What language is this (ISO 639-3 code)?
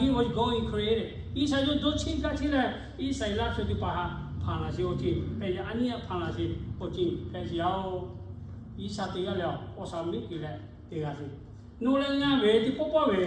lhu